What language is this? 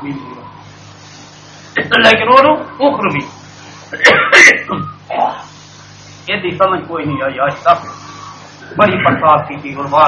Urdu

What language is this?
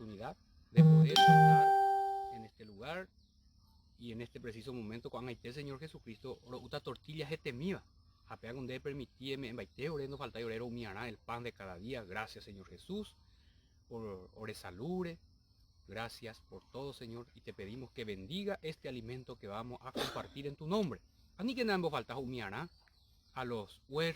Guarani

